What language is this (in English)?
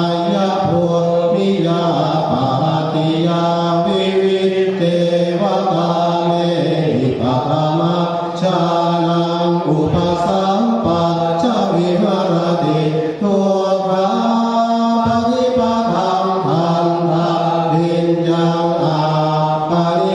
Pali